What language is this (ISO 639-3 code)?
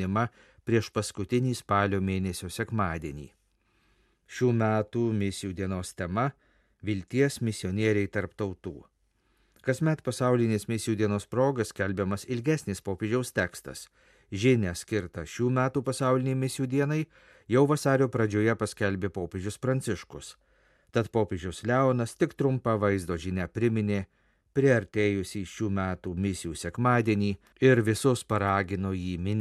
lit